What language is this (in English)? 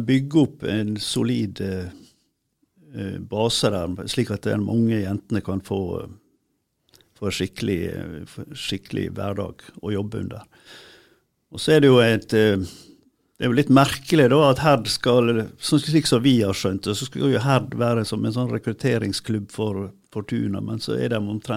Norwegian